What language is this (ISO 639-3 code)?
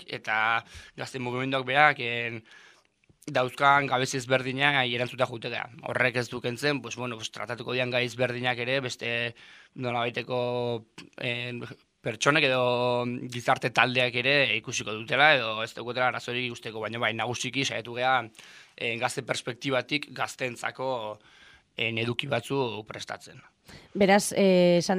eus